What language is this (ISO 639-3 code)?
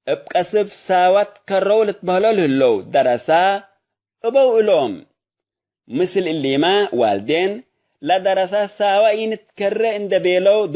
tig